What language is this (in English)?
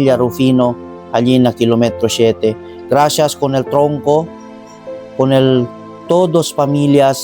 Chavacano